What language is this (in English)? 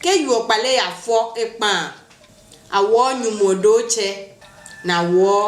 Adangme